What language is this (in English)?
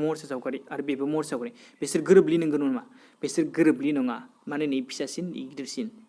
Bodo